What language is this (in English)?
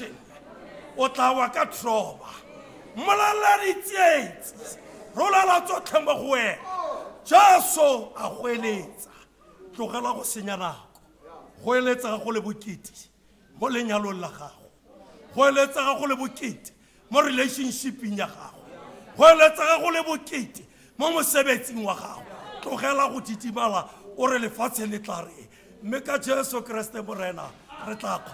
Tswana